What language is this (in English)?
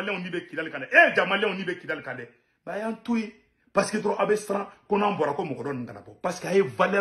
Bambara